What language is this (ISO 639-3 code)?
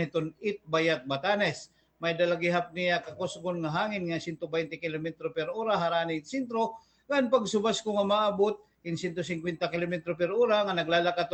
war